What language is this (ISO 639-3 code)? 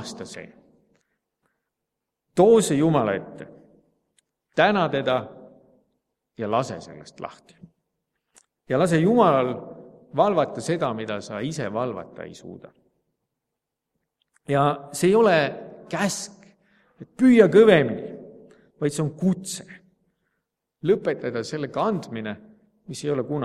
est